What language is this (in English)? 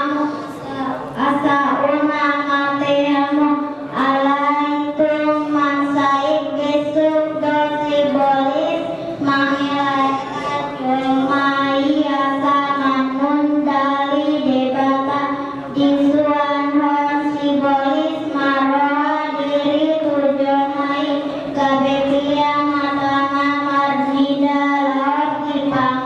Batak Toba